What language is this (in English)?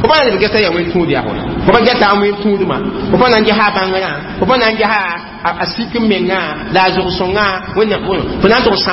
Mossi